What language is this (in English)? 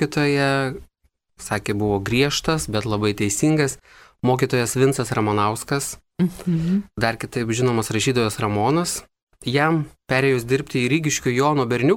Lithuanian